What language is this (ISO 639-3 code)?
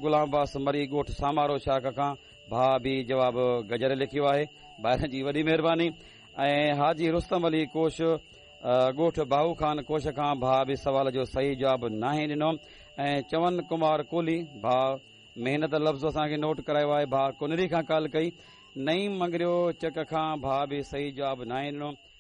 snd